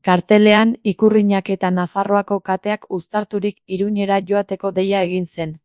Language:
Basque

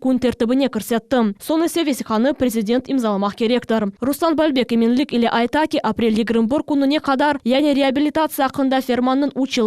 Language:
Crimean Tatar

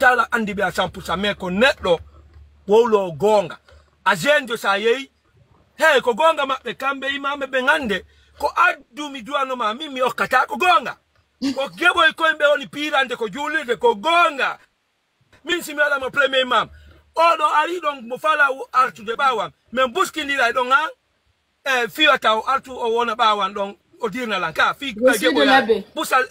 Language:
Fula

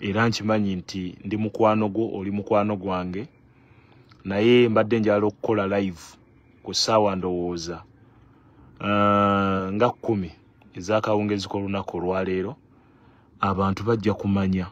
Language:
Ganda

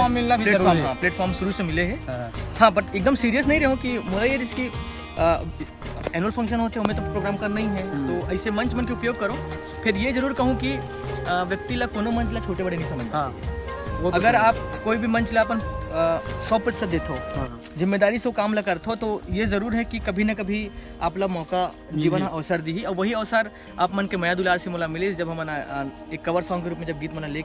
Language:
Chhattisgarhi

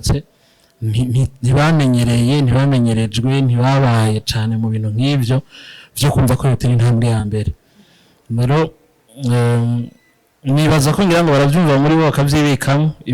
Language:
Rundi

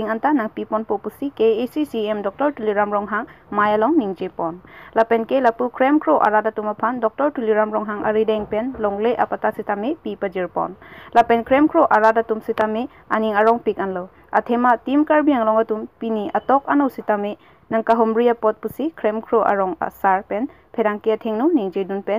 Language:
Karbi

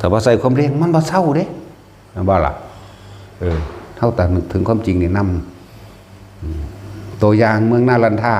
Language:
Northeastern Thai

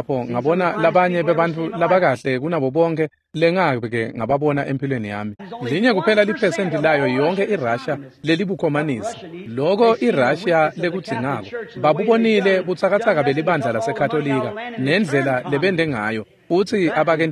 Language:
Swati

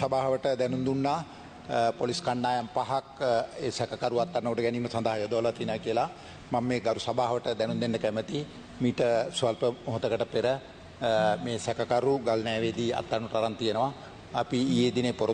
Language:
Sinhala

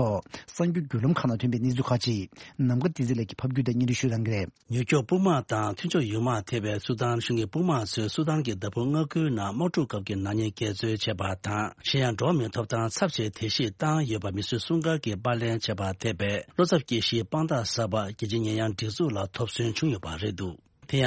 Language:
Tibetan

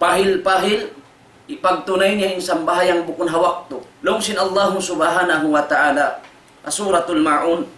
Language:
Tausug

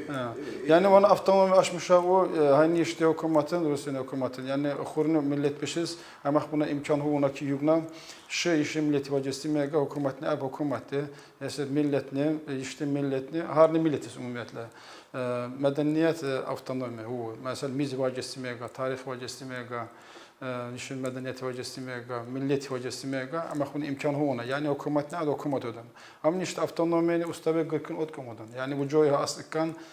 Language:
Tsakhur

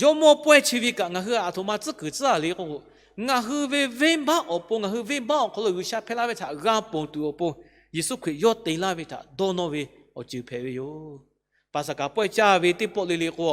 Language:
Lahu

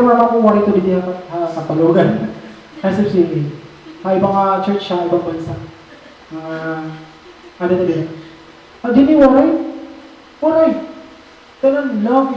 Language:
Waray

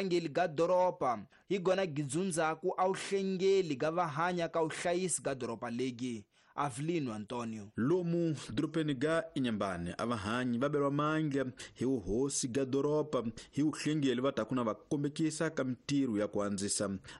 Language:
Tsonga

